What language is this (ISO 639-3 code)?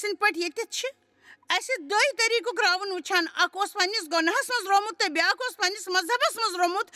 kas